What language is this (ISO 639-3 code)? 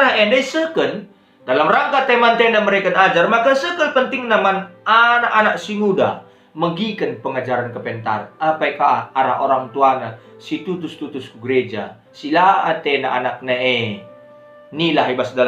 btx